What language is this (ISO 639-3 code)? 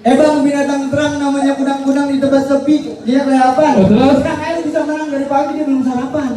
bew